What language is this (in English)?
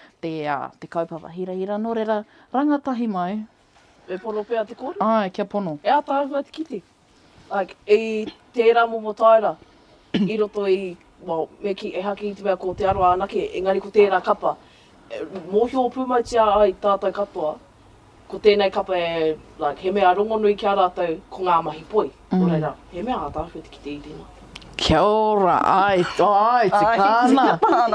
Māori